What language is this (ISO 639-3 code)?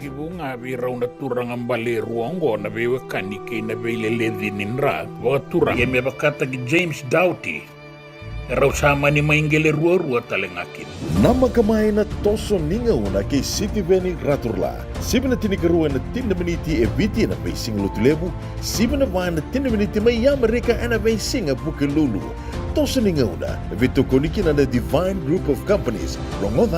fij